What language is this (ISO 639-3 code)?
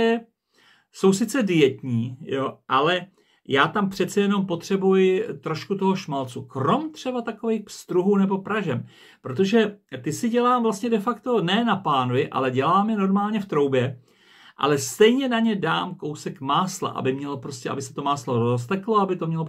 ces